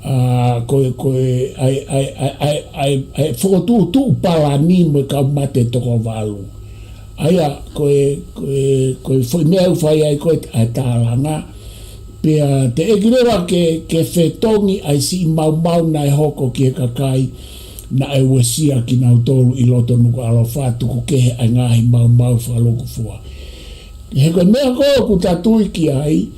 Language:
Tongan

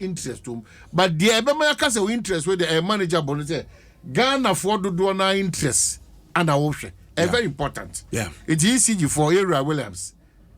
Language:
Akan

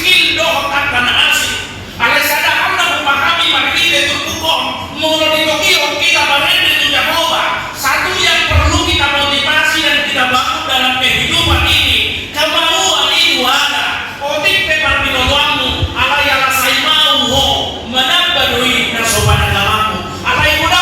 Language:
Batak Toba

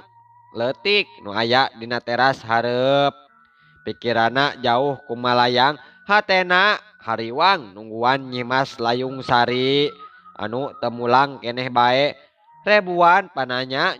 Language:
Sundanese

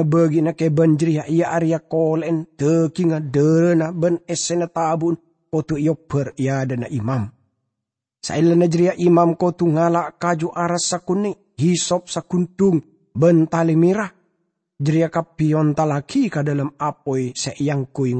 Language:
Madurese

